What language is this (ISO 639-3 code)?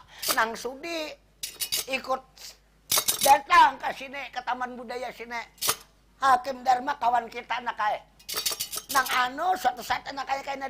bjn